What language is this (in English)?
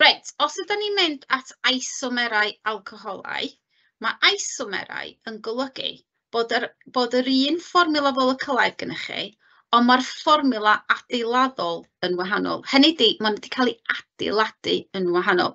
Welsh